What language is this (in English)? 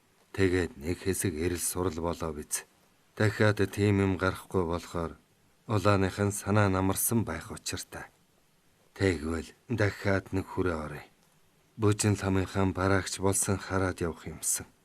Mongolian